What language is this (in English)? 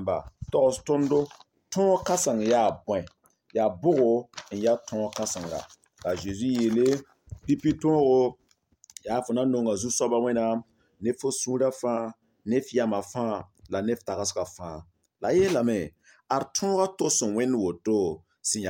Mossi